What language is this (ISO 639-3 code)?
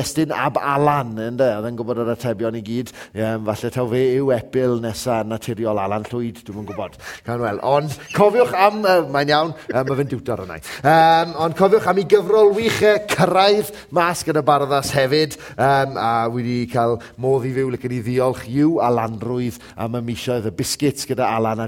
cym